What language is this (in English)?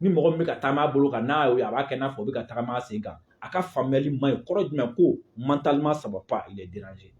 Bambara